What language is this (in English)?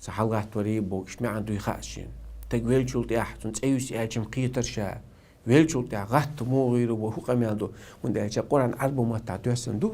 Chechen